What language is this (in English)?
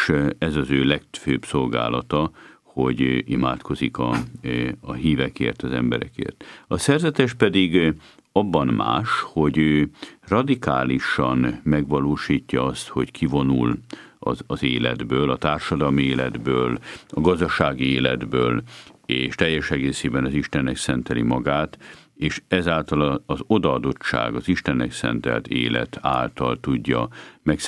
Hungarian